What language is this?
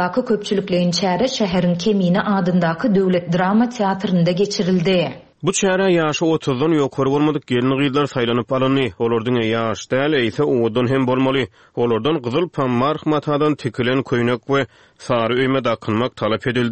Turkmen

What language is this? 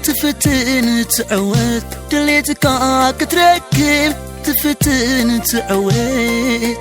Tigrinya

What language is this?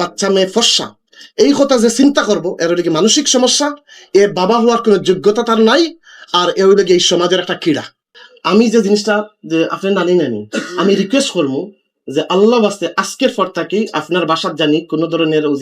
Sylheti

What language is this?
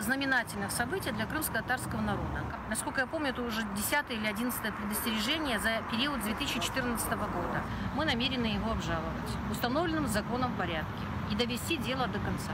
Crimean Tatar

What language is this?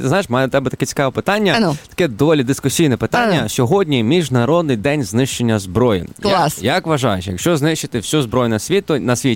Ukrainian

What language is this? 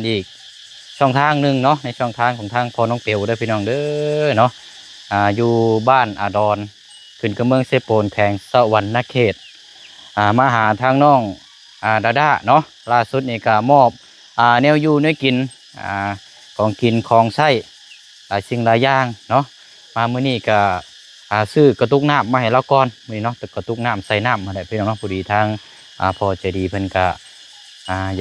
Lao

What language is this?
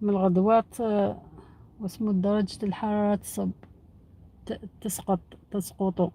Algerian Arabic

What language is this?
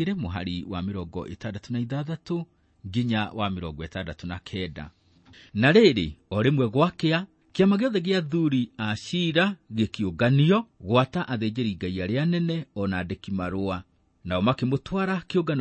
Kikuyu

